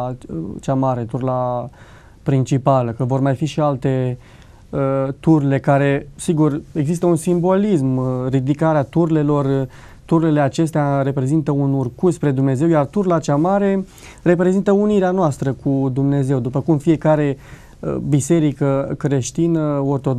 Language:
Romanian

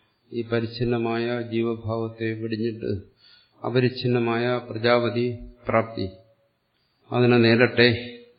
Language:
Malayalam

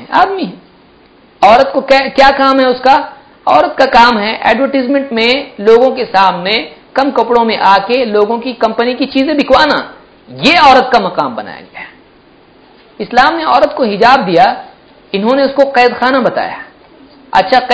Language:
Urdu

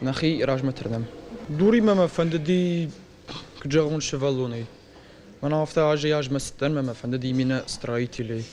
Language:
Ossetic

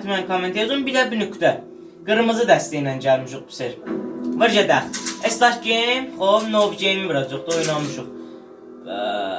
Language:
South Azerbaijani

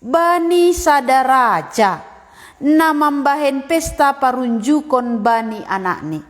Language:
Batak Simalungun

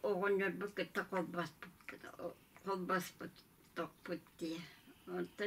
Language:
Yakut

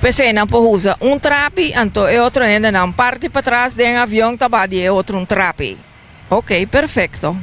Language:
Papiamento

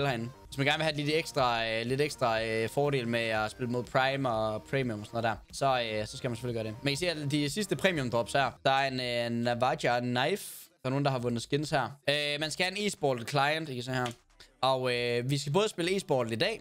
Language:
Danish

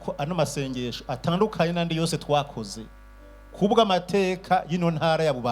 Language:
Rundi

